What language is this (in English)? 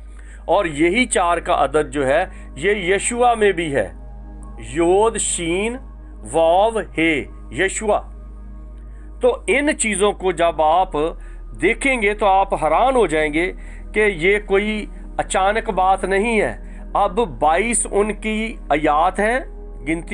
Urdu